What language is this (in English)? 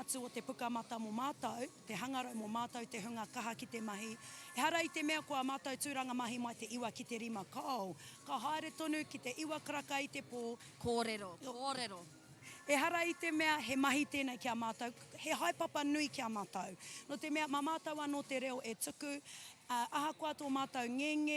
Māori